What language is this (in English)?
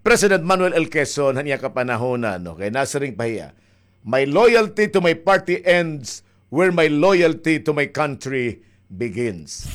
Waray